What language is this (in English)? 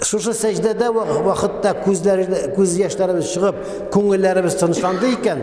Tatar